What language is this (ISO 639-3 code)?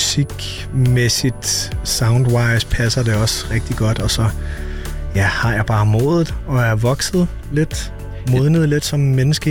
dan